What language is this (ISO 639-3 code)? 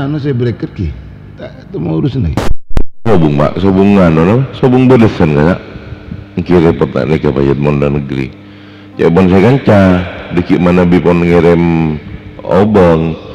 mad